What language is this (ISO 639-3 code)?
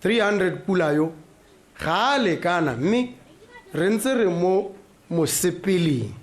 tsn